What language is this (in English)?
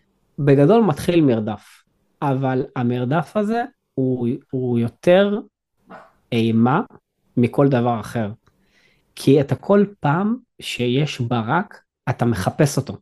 Hebrew